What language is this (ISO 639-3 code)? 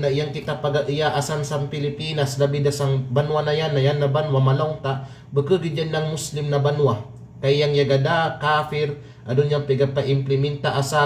kqe